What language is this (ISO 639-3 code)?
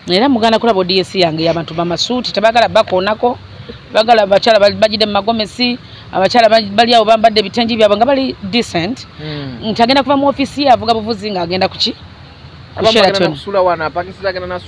lug